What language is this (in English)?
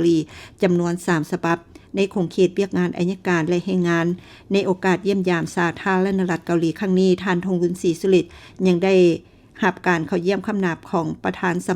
Lao